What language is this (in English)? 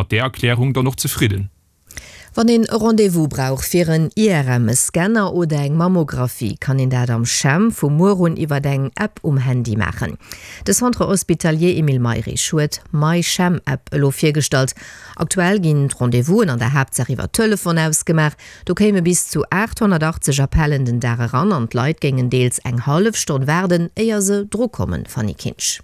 Luxembourgish